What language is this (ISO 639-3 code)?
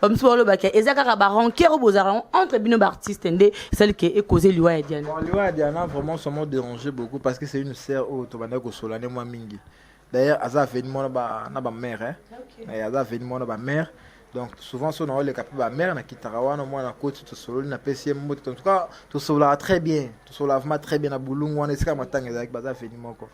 lin